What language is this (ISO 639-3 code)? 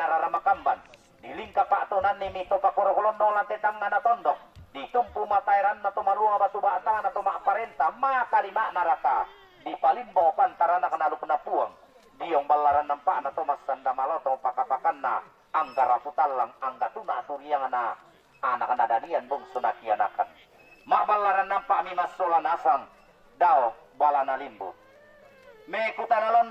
sda